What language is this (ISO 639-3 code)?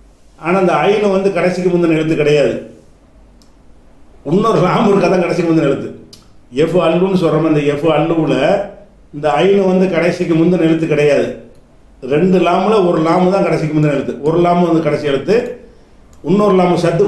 tam